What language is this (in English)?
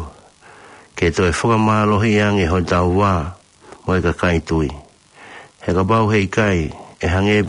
Tongan